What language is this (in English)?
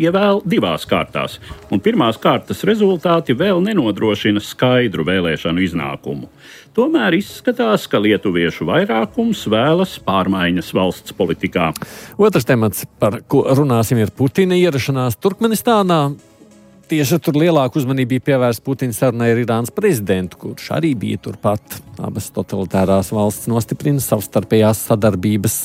Latvian